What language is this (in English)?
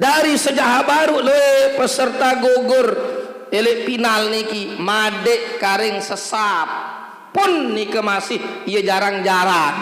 Sasak